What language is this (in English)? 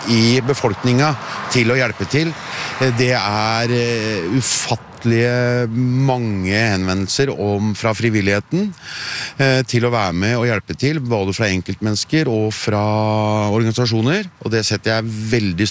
Norwegian